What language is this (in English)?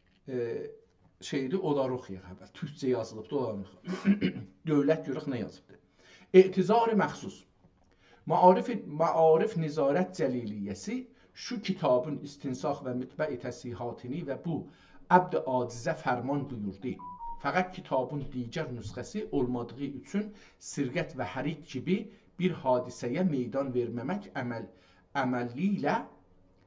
South Azerbaijani